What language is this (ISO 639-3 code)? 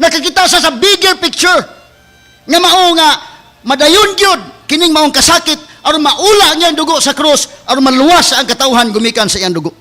ceb